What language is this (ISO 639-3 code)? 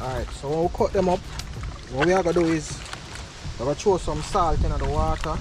jam